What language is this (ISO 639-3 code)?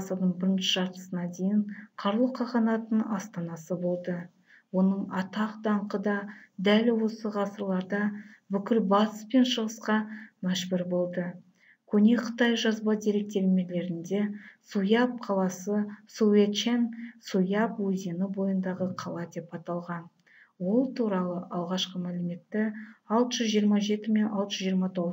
kaz